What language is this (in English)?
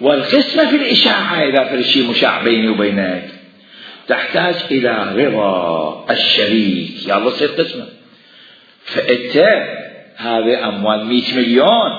Mesopotamian Arabic